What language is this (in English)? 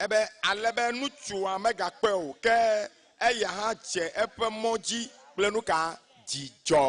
Ewe